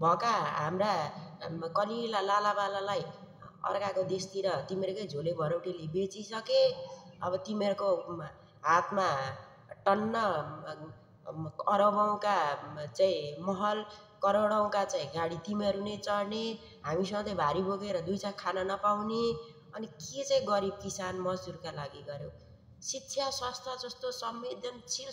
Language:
Nepali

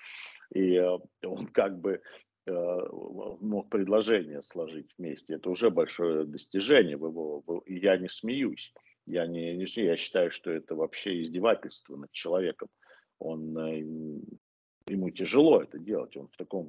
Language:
Russian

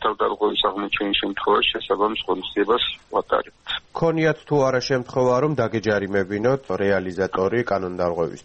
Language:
Georgian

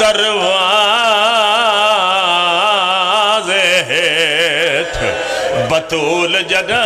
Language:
Pahari-Potwari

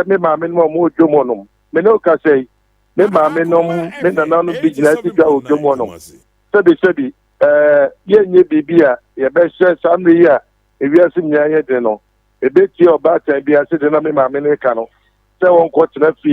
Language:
Akan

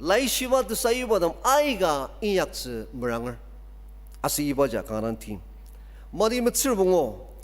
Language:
Ao Naga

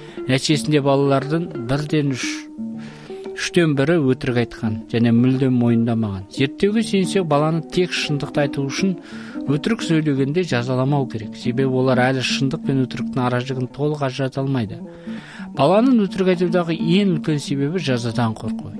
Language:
Kazakh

